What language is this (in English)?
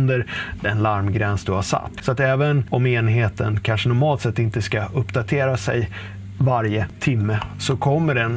Swedish